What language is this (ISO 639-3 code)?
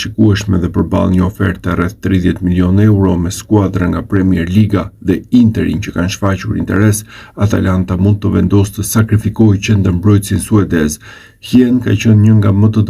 sqi